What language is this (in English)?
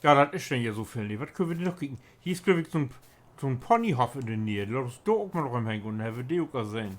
Low German